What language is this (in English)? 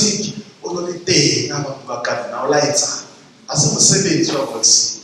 Southern Sotho